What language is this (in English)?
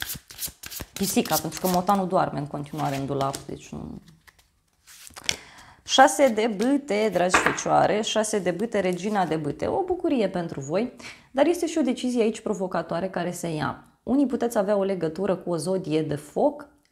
Romanian